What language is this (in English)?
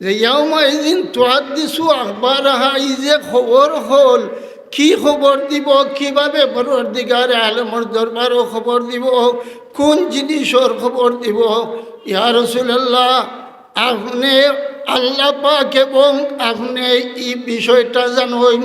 Sylheti